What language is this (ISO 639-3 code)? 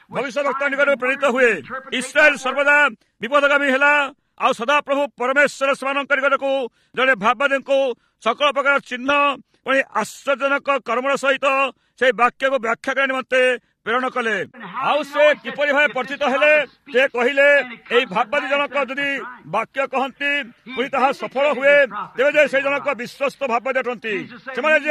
ori